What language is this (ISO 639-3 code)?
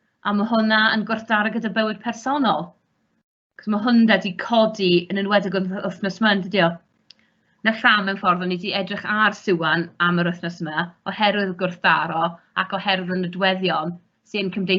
cym